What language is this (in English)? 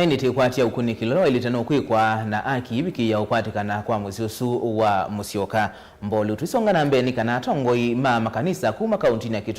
Kamba